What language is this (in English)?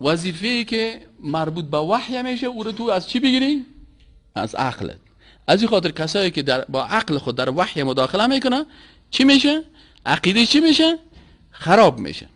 Persian